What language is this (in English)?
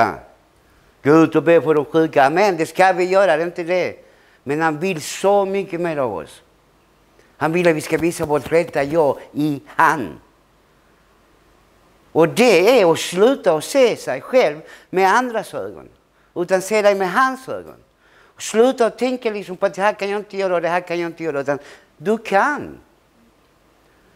Swedish